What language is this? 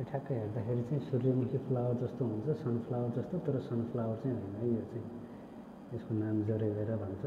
Nepali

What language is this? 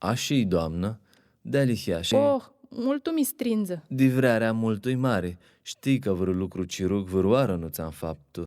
Aromanian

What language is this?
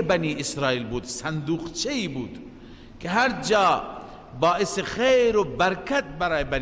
Persian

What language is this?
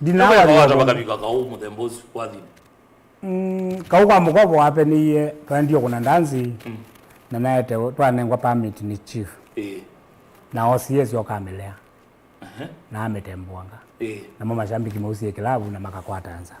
Kamba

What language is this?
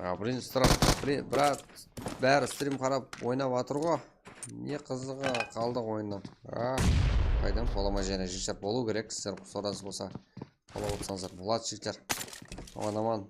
Kara-Kalpak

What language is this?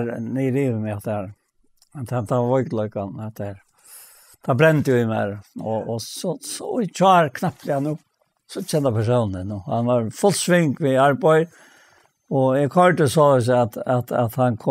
Faroese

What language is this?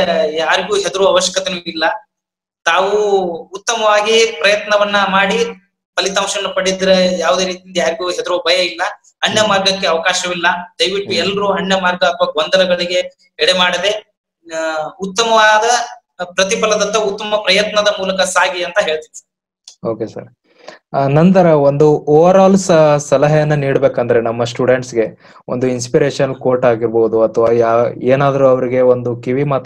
Kannada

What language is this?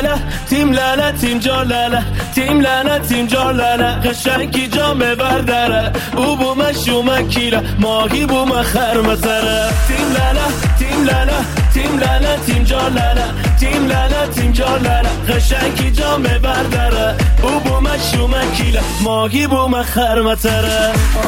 Persian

